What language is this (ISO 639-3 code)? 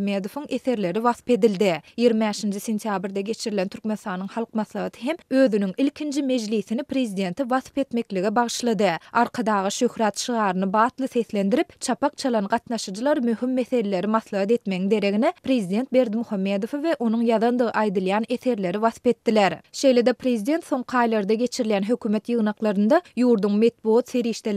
tuk